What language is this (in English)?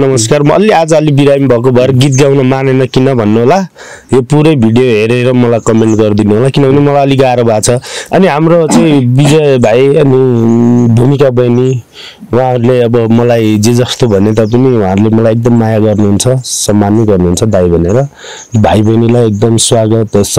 Nepali